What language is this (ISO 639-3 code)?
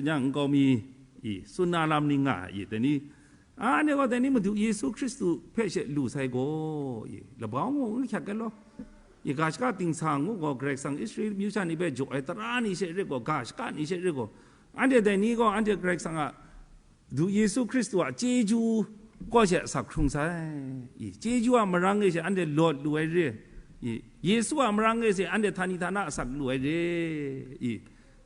kac